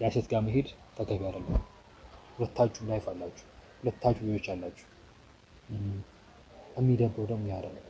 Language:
Amharic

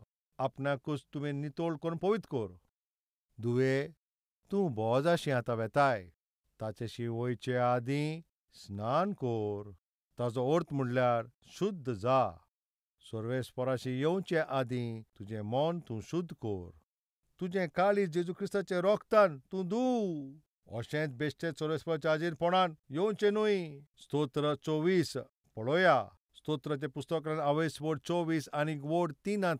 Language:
Konkani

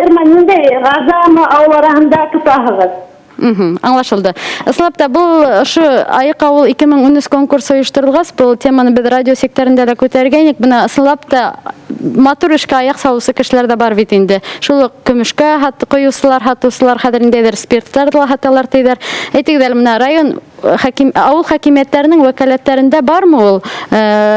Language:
Bashkir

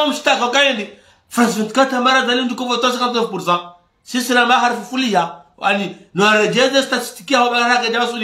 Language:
Ngazidja Comorian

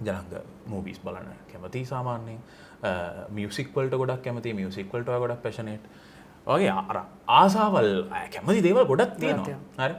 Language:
Sinhala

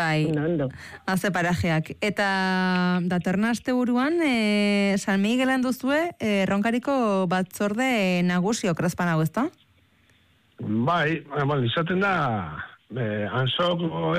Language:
Basque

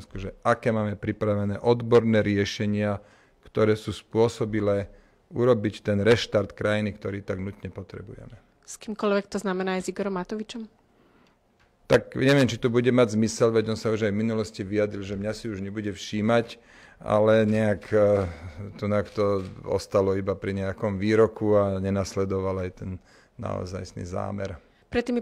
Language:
Slovak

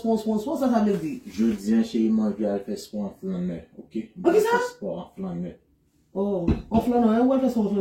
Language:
Haitian Creole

